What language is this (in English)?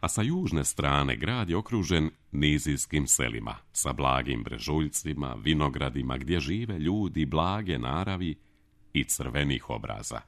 Serbian